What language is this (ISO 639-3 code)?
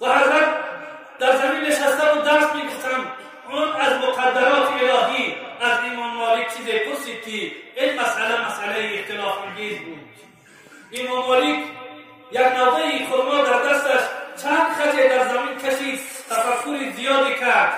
tgk